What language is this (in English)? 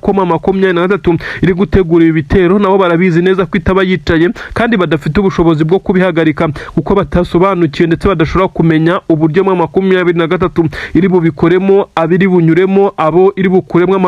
Kinyarwanda